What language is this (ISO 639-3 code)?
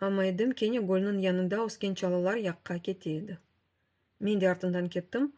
crh